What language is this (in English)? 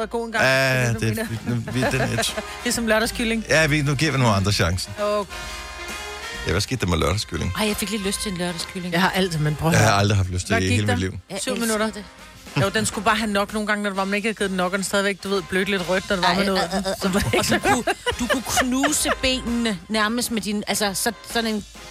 Danish